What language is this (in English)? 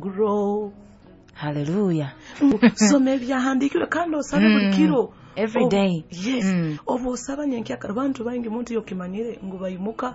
Nyoro